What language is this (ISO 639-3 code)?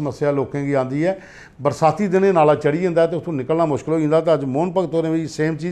doi